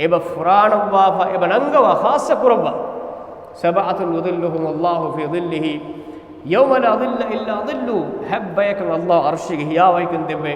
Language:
Divehi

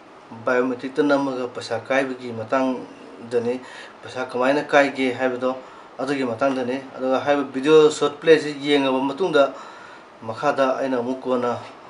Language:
Manipuri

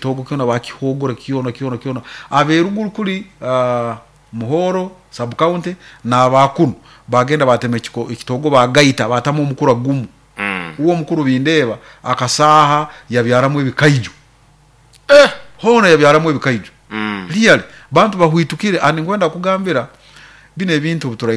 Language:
Nyoro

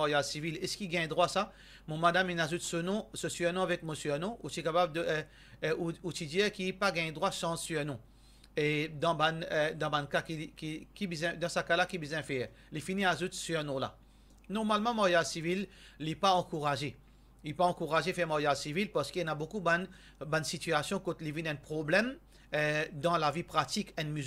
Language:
Morisyen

